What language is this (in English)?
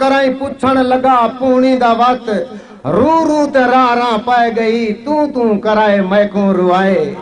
Saraiki